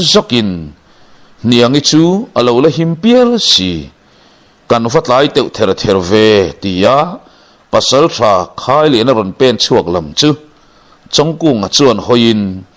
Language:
Mizo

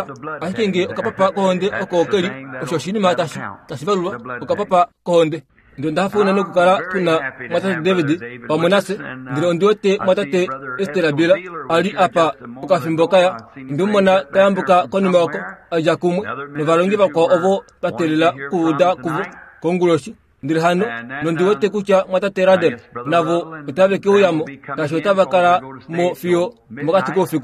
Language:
Kuanyama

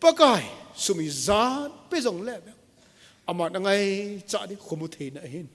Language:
Thado Chin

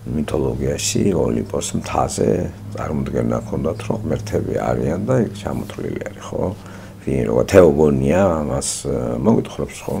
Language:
Georgian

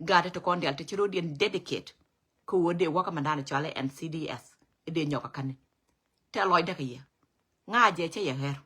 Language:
Nuer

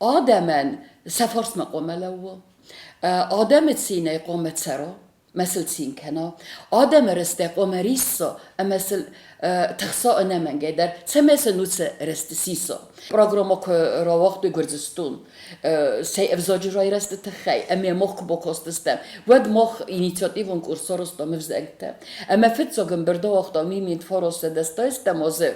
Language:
Ossetic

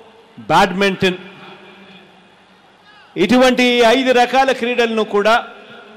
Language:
Telugu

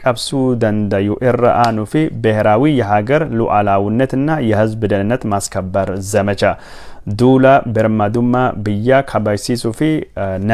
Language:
Oromo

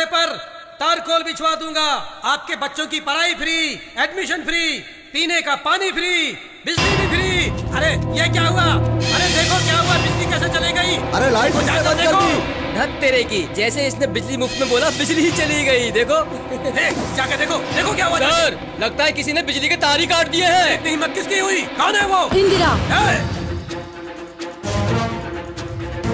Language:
Hindi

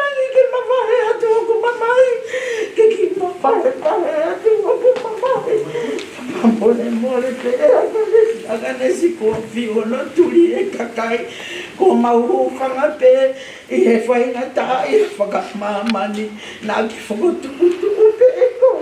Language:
Tongan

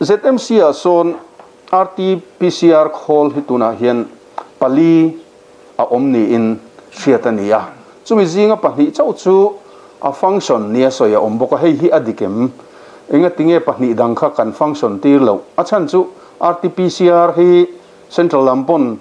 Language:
Mizo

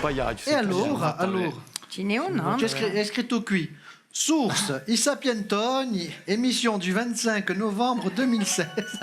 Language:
Corsican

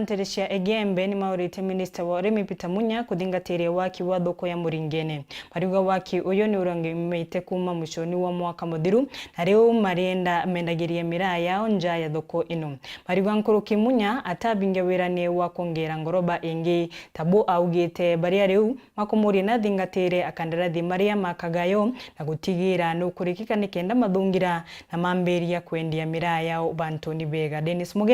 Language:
Meru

